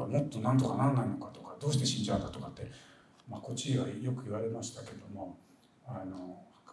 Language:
Japanese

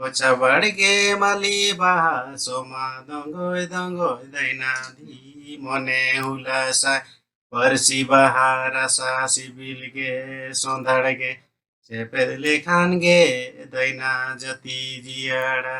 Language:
Santali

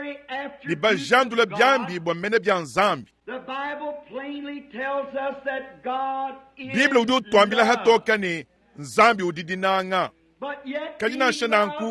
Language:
Luba-Lulua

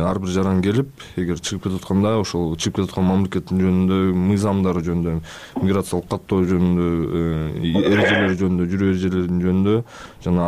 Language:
Kyrgyz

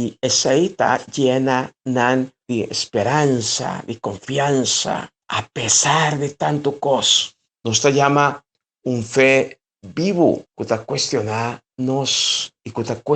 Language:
Papiamento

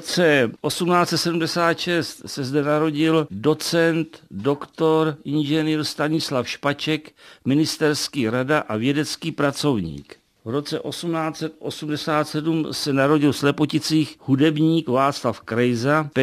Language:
Czech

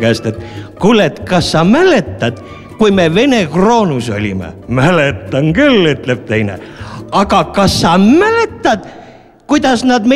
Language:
Estonian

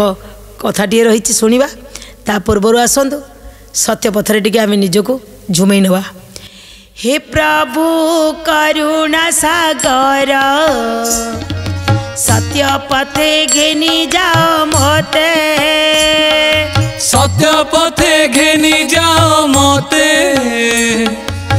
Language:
Odia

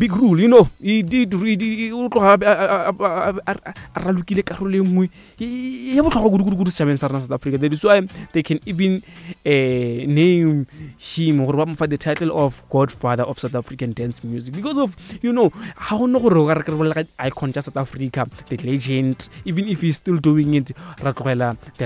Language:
Northern Sotho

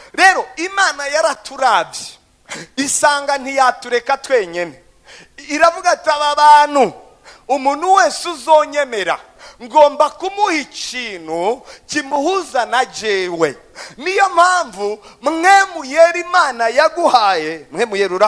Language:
Rundi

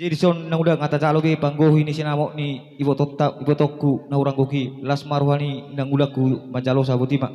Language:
Batak Toba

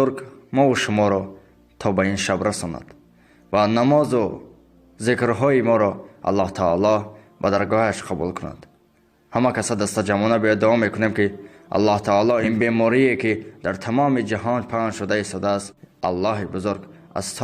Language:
Tajik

